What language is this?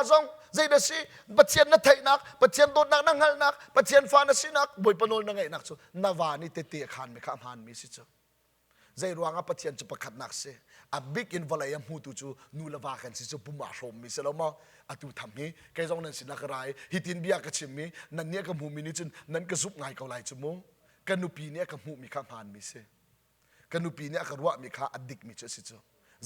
Hakha Chin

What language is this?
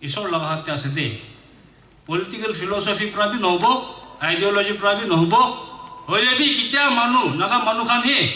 Naga Pidgin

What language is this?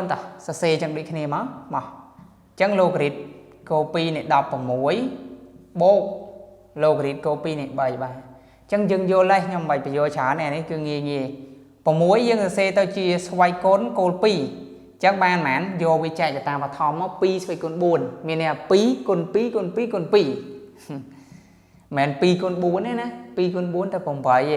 Khmer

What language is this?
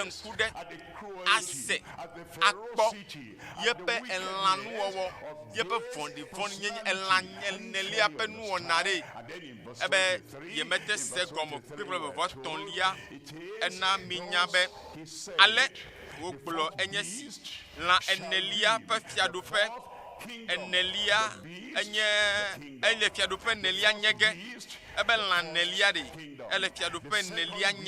Ewe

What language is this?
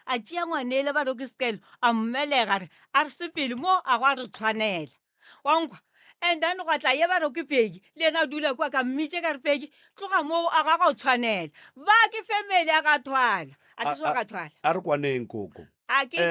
Northern Sotho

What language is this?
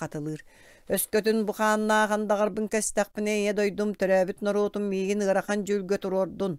Yakut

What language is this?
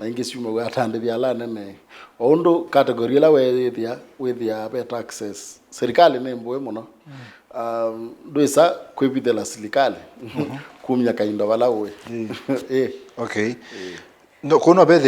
Kamba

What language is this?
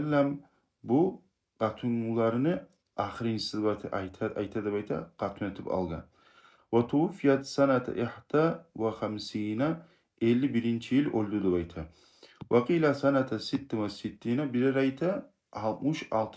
Kumyk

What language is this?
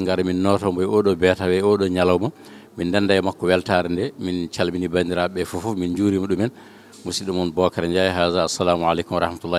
Fula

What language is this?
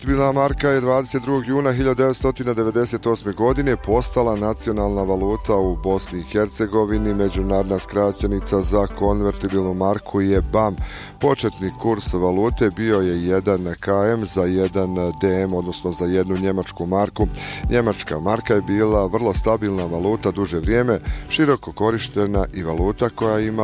Bosnian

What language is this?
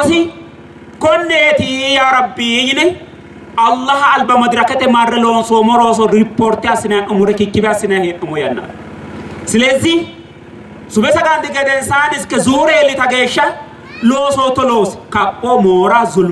Sidamo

